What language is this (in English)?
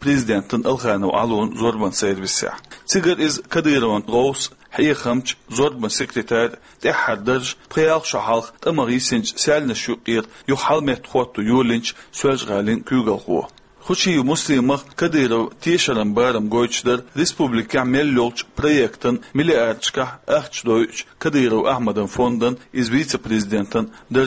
Chechen